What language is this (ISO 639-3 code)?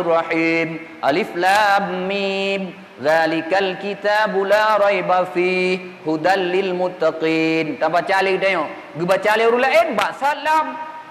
ace